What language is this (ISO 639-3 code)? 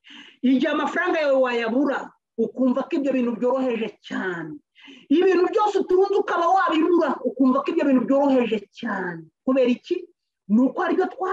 kin